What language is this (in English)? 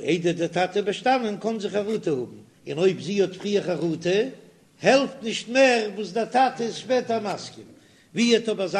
Yiddish